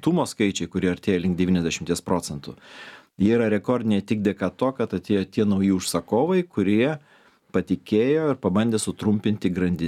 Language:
Lithuanian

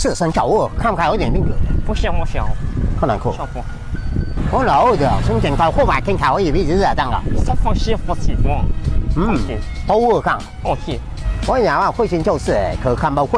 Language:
Minangkabau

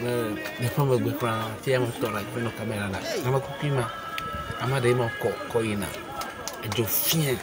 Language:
Ewe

